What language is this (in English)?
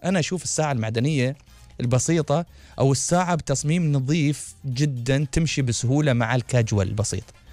Gulf Arabic